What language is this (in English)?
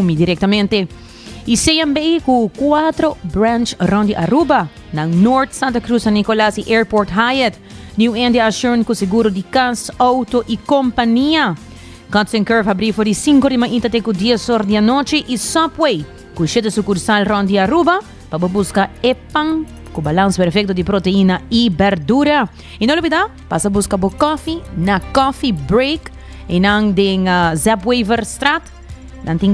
Papiamento